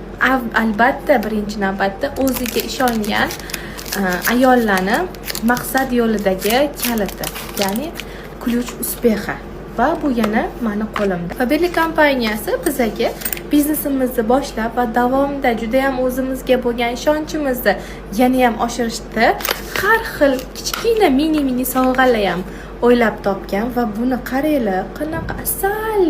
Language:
Uzbek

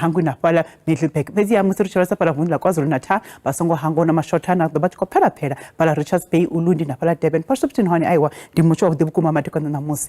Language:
Venda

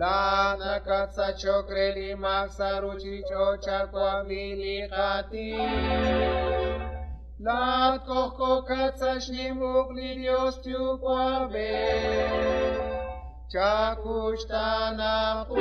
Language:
Kekchí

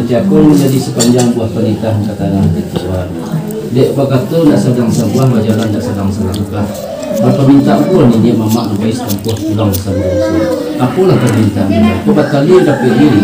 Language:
Minangkabau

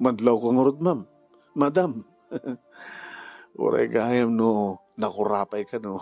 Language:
Iloko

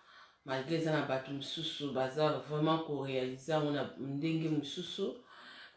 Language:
Lingala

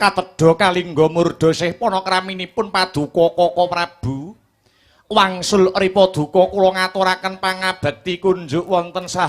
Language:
Javanese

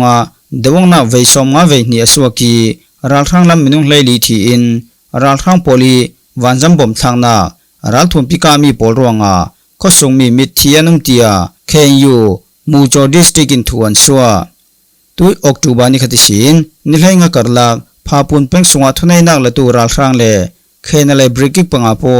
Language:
Falam Chin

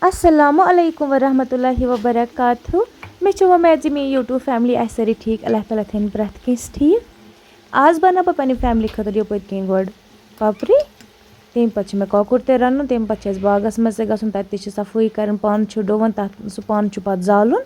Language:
Kashmiri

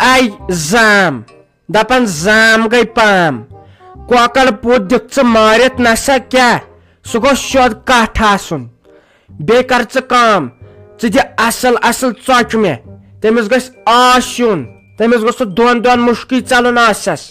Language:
Kashmiri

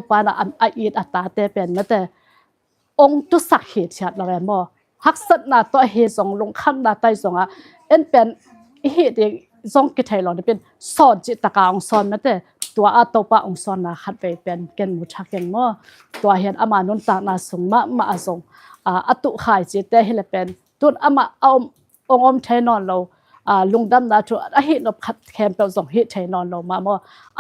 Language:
Tedim Chin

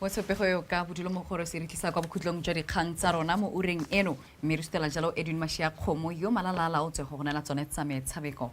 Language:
Tswana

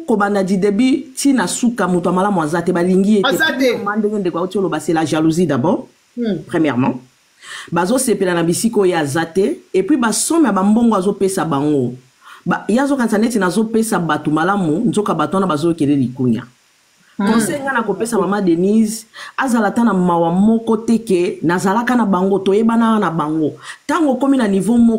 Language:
Lingala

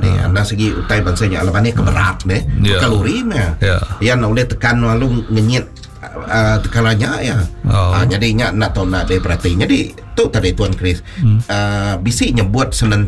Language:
Iban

